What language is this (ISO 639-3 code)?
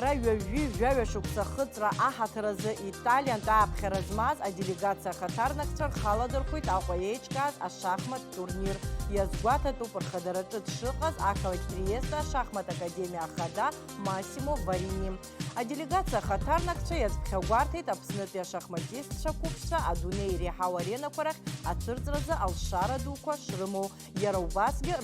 abk